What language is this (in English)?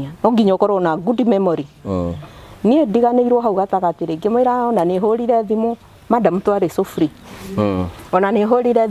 Kikuyu